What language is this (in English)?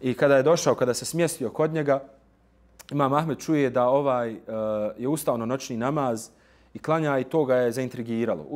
Bosnian